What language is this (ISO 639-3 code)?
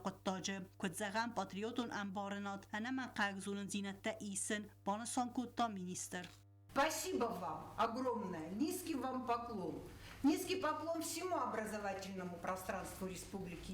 oss